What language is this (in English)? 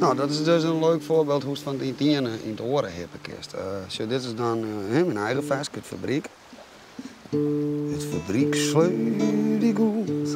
Western Frisian